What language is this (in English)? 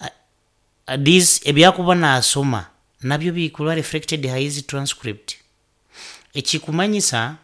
Nyoro